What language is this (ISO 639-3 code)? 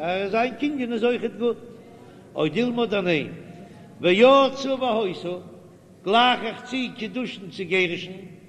yid